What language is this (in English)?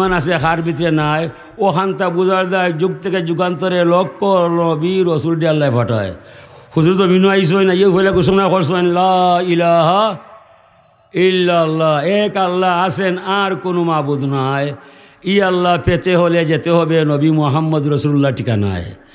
Sylheti